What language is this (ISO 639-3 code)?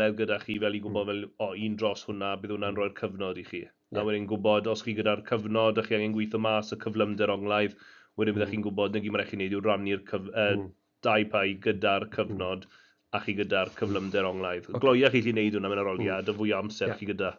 cym